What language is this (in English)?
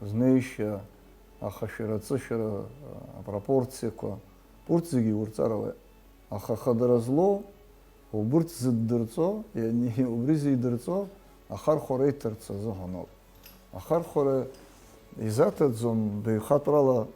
Abkhazian